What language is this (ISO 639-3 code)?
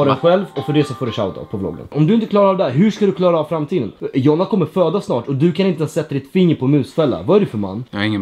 swe